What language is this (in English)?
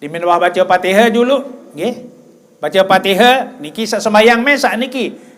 Sasak